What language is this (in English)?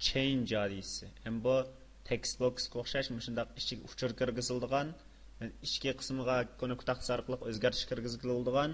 Uyghur